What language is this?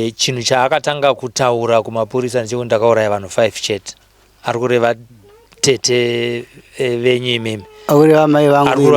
Shona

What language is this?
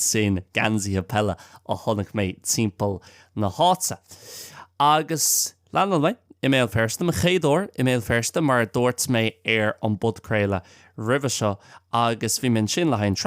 Irish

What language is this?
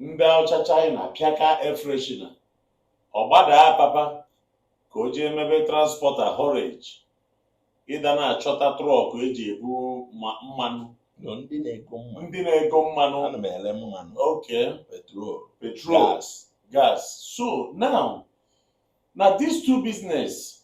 Igbo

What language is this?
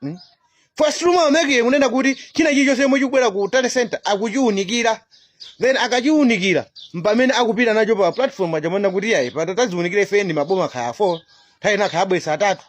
Nyanja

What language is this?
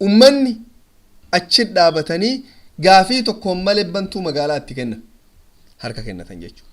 Oromo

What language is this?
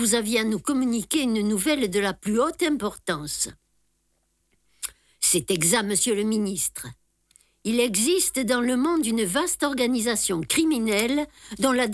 French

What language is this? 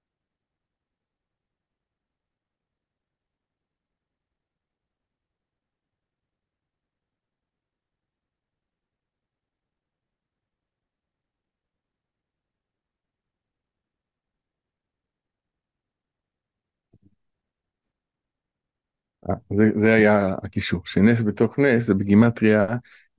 Hebrew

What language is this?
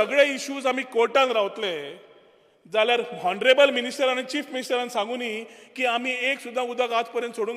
Konkani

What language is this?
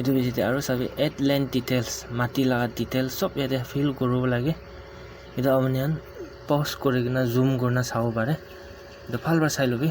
Naga Pidgin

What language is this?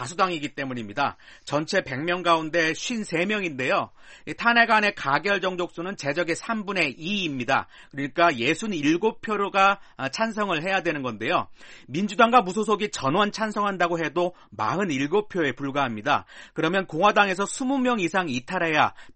Korean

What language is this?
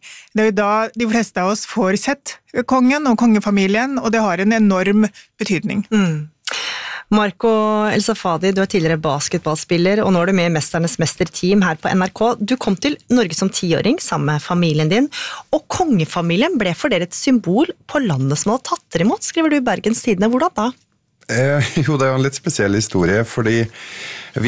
Norwegian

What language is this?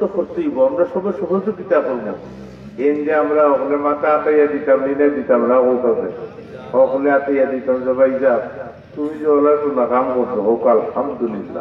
Sylheti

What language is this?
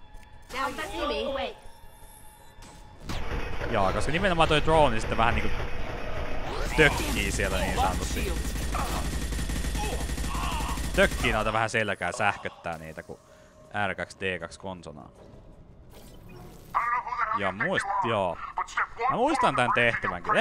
Finnish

